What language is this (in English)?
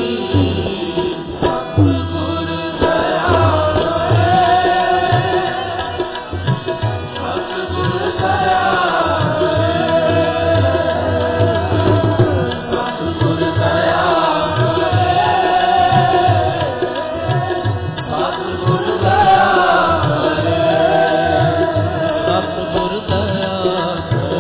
Punjabi